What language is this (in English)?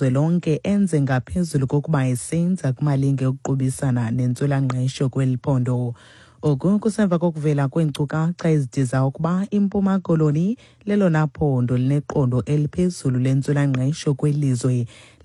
Xhosa